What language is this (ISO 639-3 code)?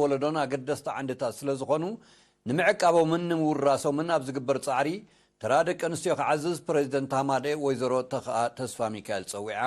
tir